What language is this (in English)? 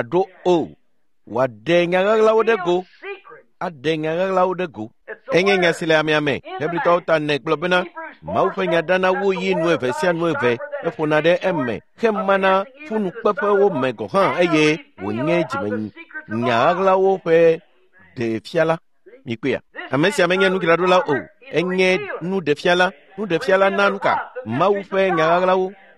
Ewe